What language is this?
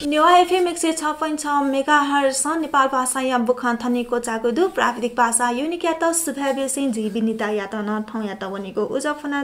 Newari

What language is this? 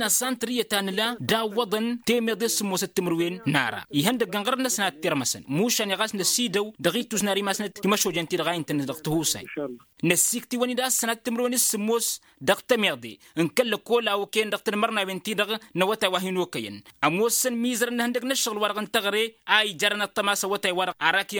Tamasheq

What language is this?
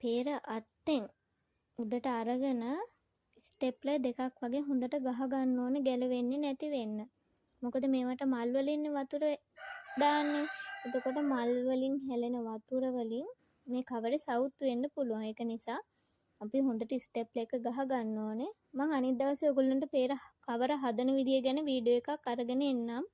Sinhala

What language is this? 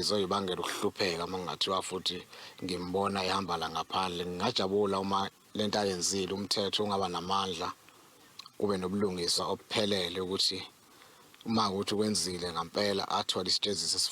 Zulu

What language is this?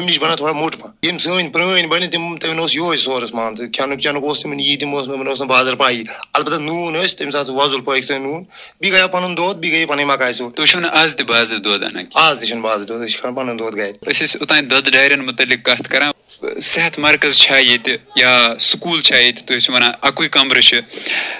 Kashmiri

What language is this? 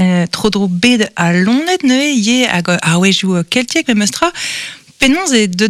Breton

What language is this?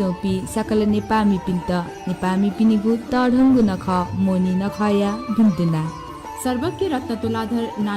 Newari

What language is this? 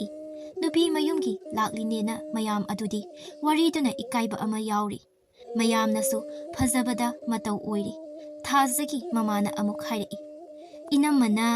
Manipuri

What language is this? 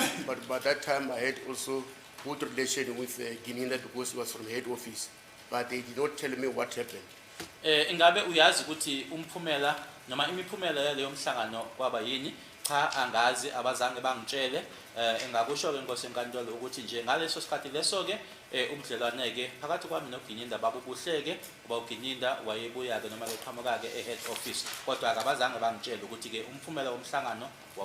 Zulu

